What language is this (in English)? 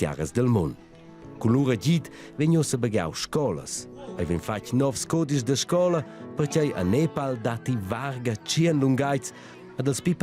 Romansh